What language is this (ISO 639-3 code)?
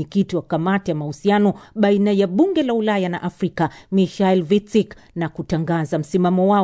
swa